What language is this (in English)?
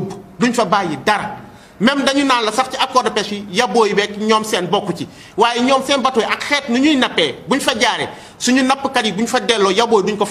Wolof